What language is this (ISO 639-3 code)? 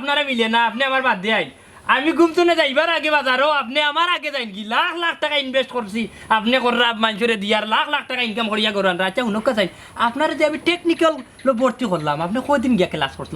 syl